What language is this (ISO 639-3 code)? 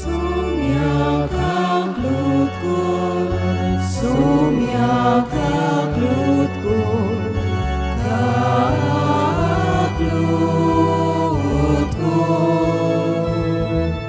kok